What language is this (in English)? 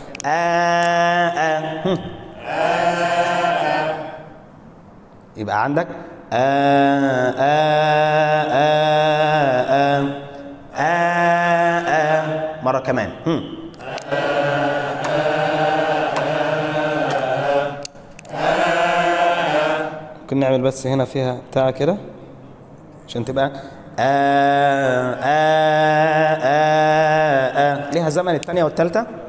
Egyptian Arabic